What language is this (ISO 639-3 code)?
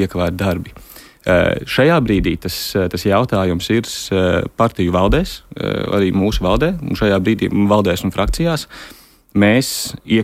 lav